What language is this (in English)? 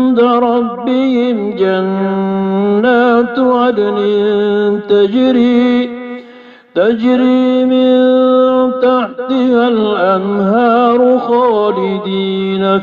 Maranao